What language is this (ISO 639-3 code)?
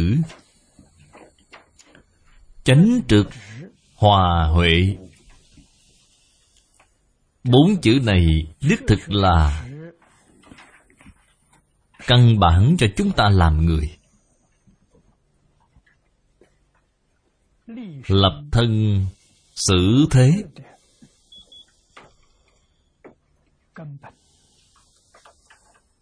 vie